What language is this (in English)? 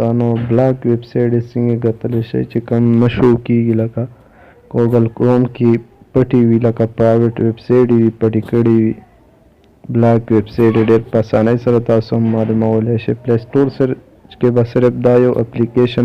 Pashto